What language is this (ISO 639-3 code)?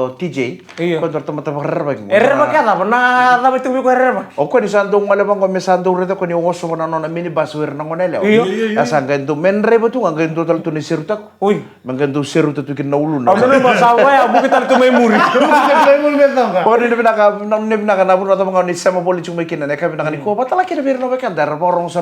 fij